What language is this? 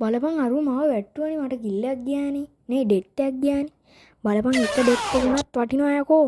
Sinhala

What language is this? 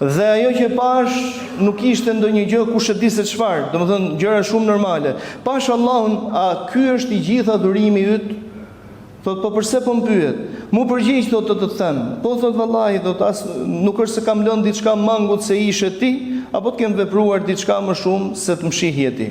Albanian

